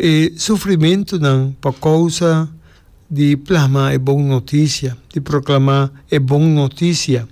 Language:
Papiamento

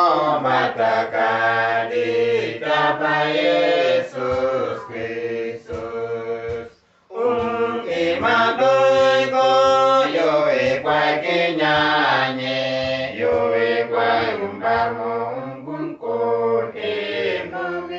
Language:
Uduk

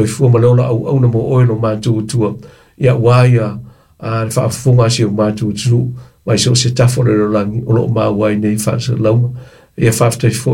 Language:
Samoan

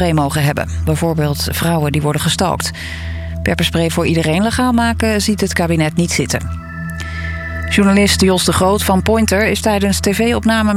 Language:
Dutch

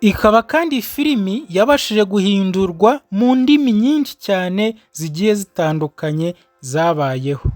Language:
Kinyarwanda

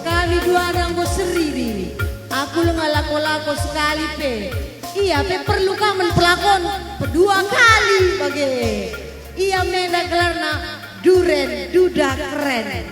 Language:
Batak Karo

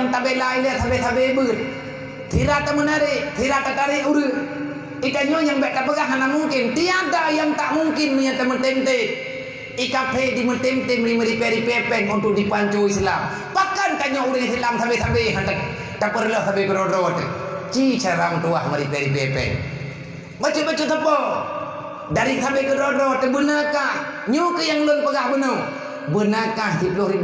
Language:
Achinese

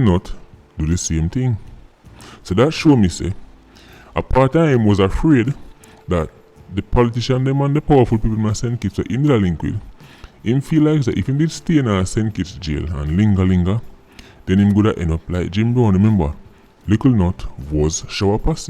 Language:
Jamaican Creole English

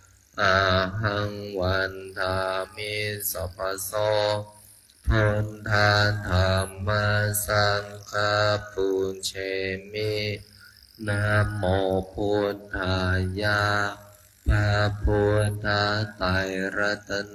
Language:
Pali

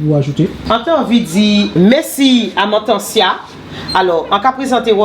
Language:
Guadeloupean Creole French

